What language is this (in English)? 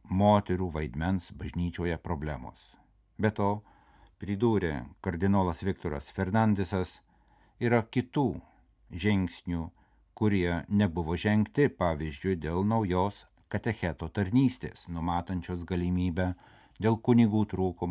Lithuanian